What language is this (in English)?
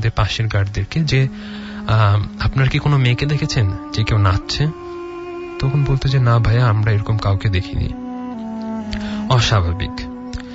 Bangla